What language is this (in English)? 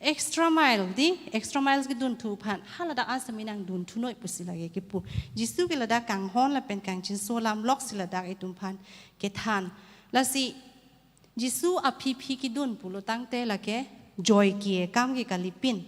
Karbi